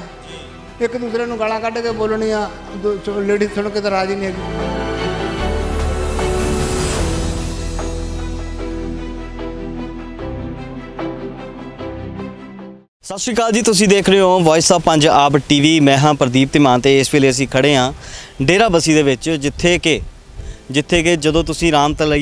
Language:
Punjabi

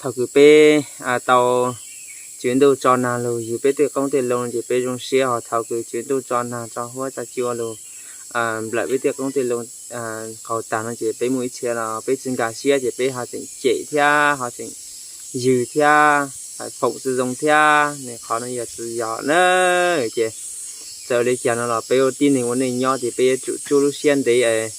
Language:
Hmong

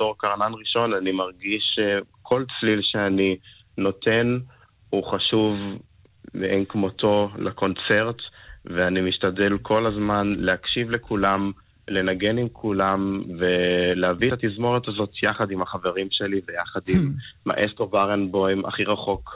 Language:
Hebrew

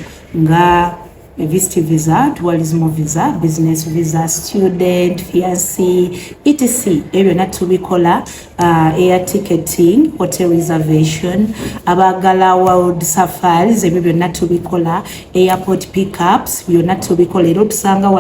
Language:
Ganda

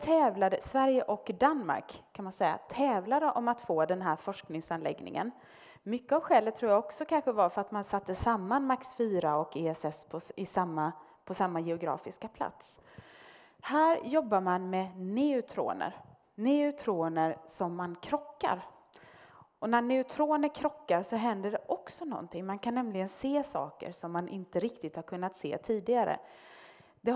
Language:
Swedish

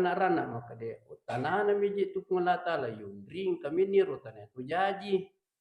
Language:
Buginese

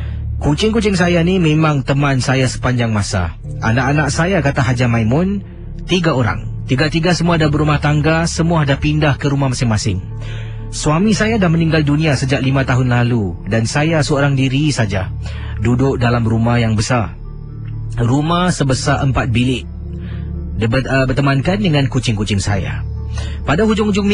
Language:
Malay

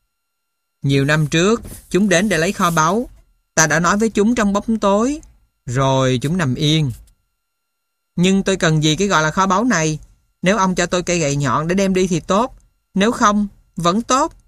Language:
Vietnamese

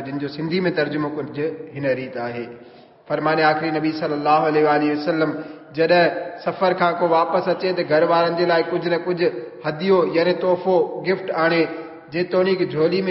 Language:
Sindhi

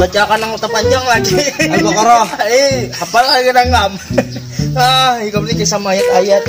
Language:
Banjar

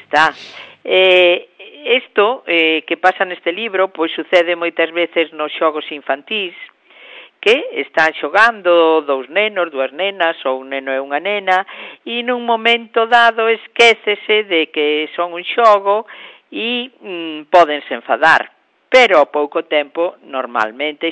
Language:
Galician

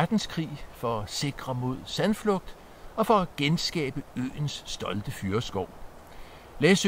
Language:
Danish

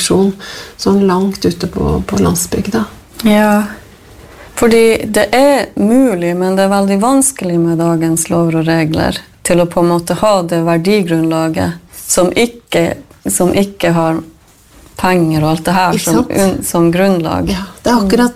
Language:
Norwegian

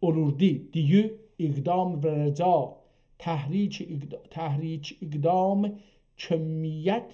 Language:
South Azerbaijani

